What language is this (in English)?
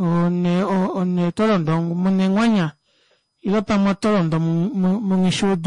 Kuanyama